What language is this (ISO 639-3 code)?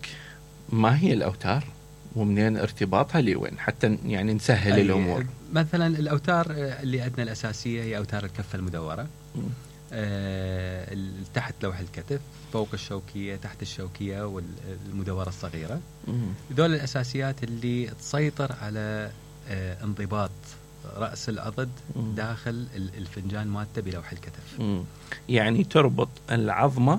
acm